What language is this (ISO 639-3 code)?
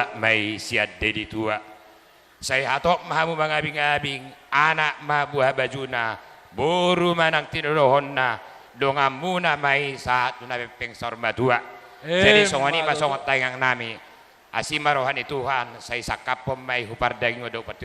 bbc